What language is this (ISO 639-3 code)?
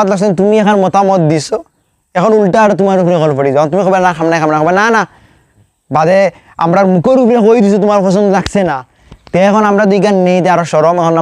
syl